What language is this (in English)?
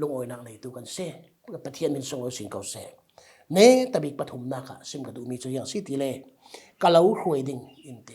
Falam Chin